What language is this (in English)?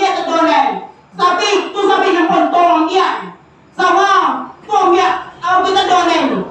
Minangkabau